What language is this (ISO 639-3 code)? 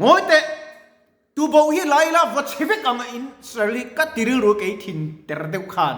lus